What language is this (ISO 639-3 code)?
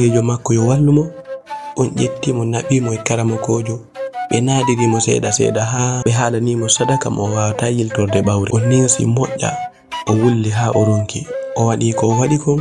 ful